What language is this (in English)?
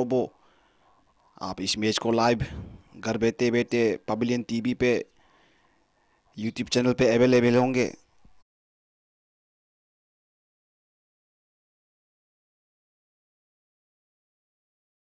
Hindi